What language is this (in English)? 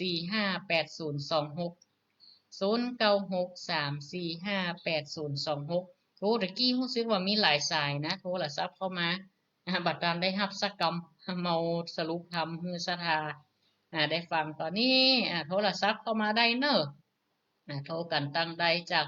Northern Thai